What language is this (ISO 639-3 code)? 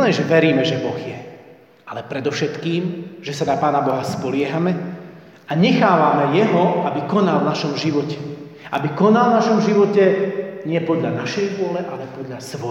slk